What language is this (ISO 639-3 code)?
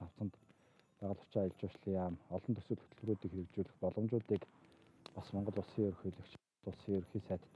mon